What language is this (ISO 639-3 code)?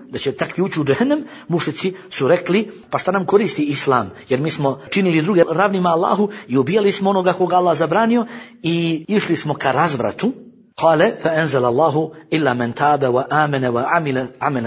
bos